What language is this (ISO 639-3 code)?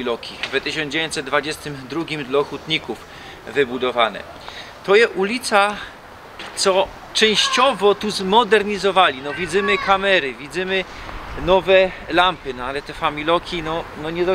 szl